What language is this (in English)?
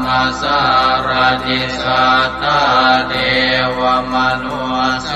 Pali